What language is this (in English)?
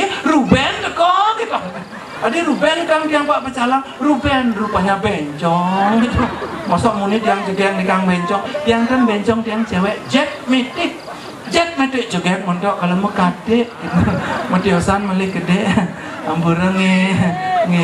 Balinese